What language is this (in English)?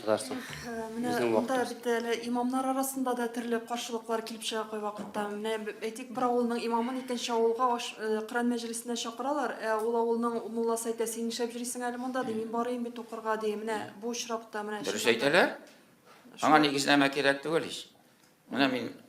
Tatar